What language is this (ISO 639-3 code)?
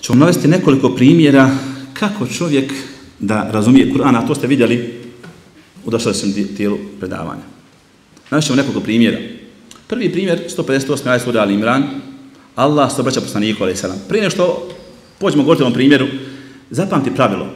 bos